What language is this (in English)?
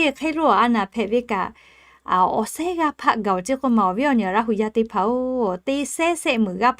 Lahu